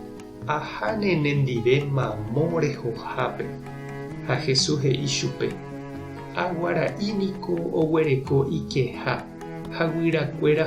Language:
Guarani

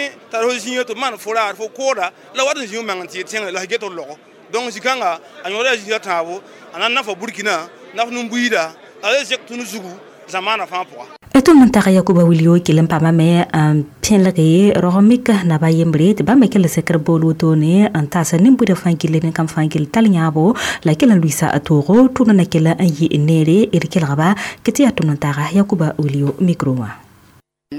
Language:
Mossi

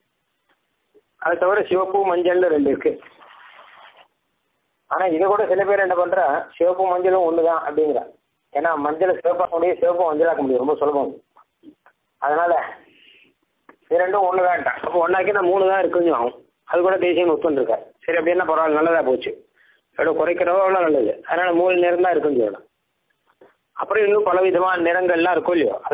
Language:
Tamil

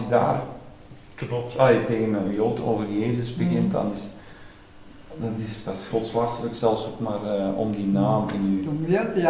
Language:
Dutch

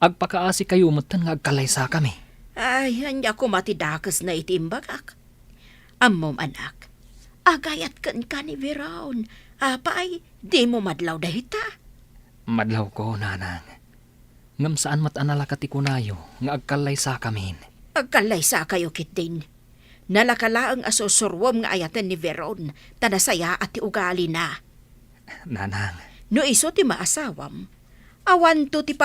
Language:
Iloko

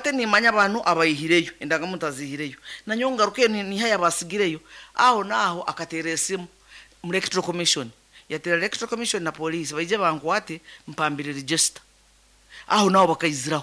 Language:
Nyankole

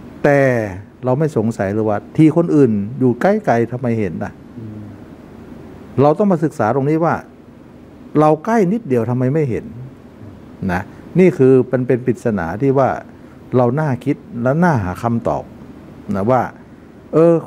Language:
Thai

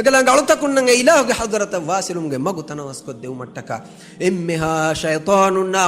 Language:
Divehi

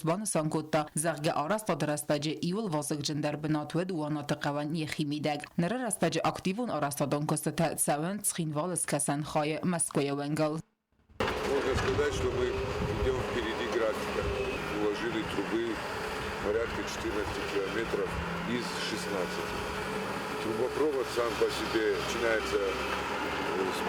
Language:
Ossetic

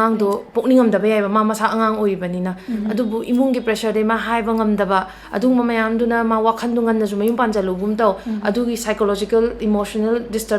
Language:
Manipuri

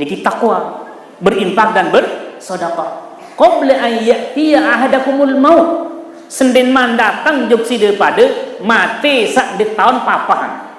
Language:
Sasak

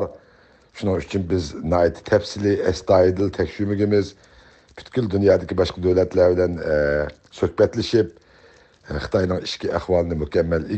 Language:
Uyghur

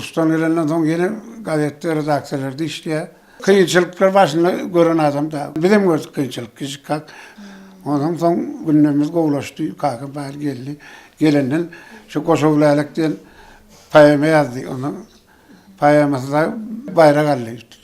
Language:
Turkmen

